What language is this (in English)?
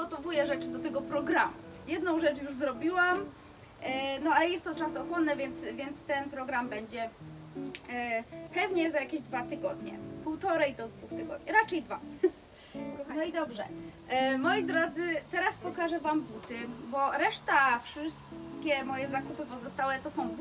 Polish